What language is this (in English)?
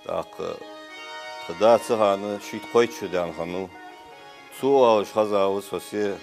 Ingush